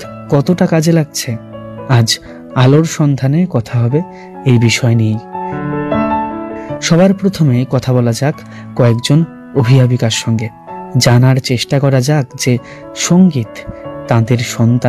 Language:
Bangla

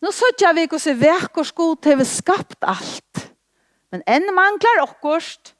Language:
Faroese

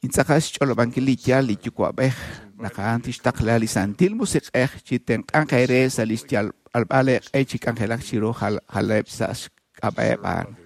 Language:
Kekchí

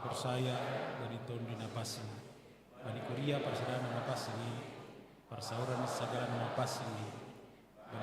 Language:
Batak Simalungun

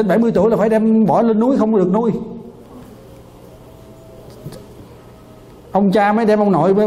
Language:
Vietnamese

